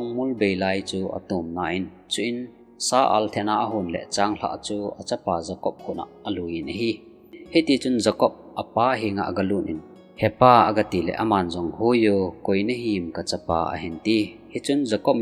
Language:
Thado Chin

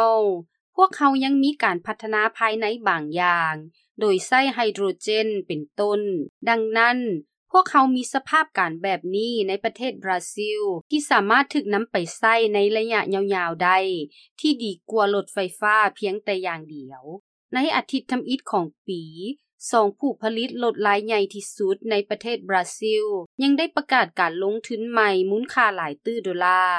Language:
Lao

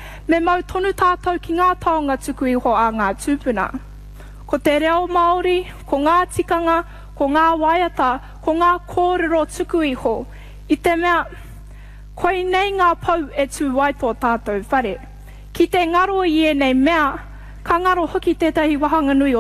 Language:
Māori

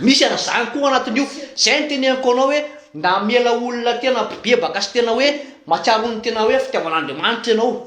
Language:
Malagasy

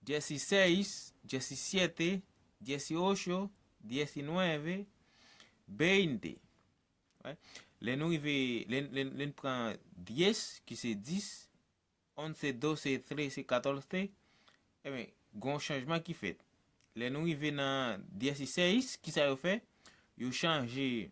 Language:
Haitian Creole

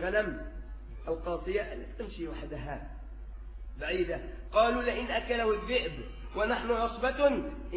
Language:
Arabic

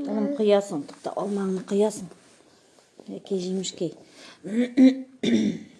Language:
Tatar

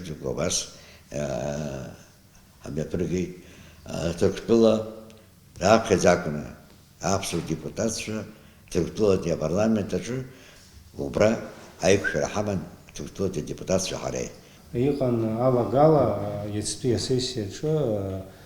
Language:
Abkhazian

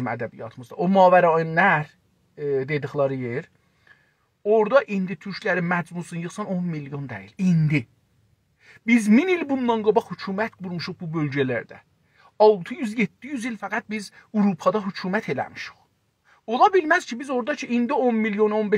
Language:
South Azerbaijani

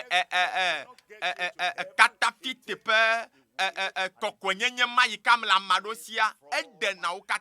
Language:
Ewe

